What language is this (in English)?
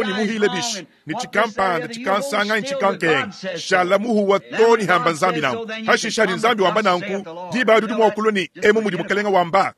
Luba-Lulua